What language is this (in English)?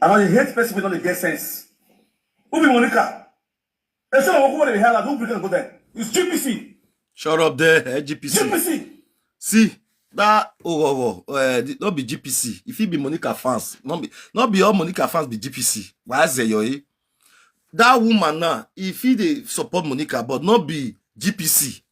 Nigerian Pidgin